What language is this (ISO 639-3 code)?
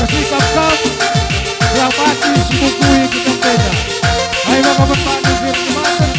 btx